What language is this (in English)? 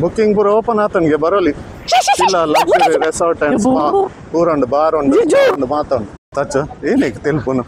Tulu